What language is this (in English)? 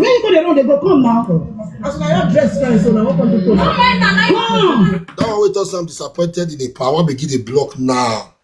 Nigerian Pidgin